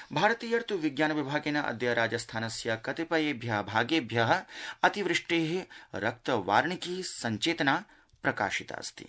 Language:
Sanskrit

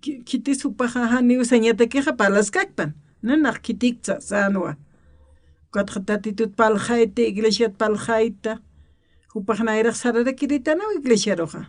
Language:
Aymara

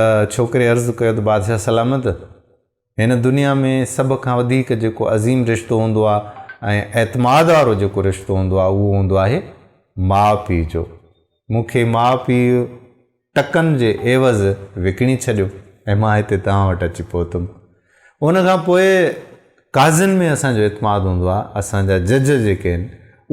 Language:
Sindhi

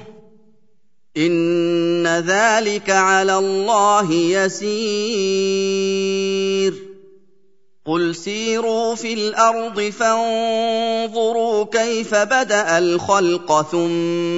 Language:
Arabic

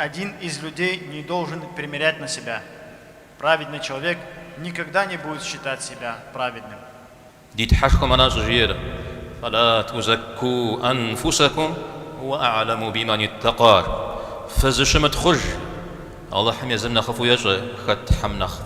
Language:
Kabardian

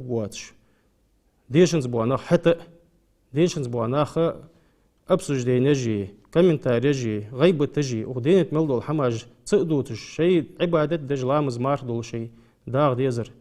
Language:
Ingush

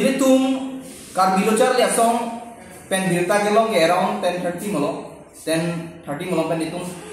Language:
Karbi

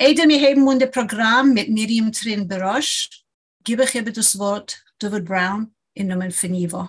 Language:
Yiddish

